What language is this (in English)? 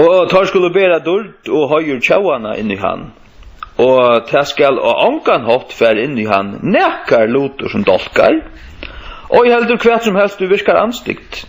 Faroese